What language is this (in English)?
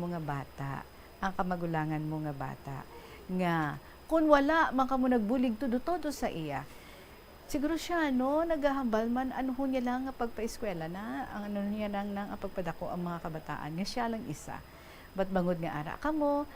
Hiligaynon